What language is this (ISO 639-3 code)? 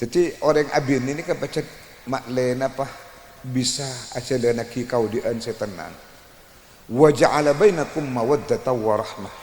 mad